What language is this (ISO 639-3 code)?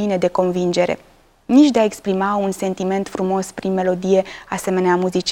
ron